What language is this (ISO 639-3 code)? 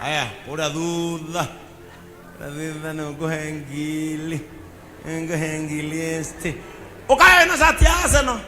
kik